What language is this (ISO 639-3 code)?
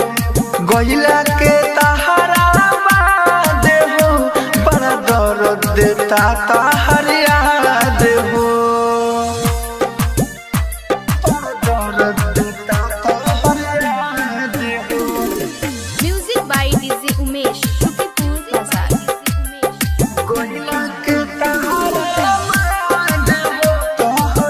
bho